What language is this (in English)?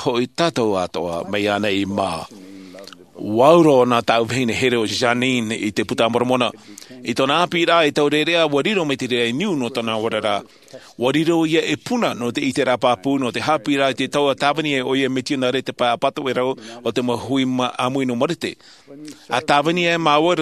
Tahitian